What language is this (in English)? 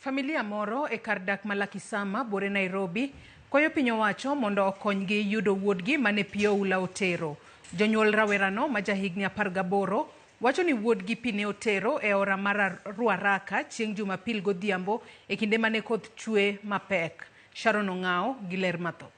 Luo (Kenya and Tanzania)